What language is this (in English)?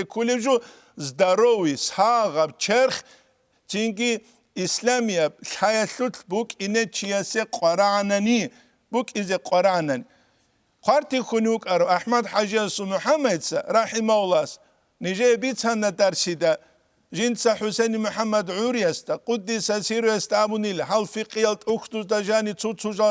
Avaric